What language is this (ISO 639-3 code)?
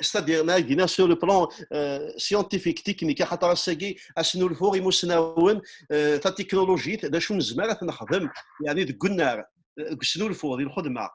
kab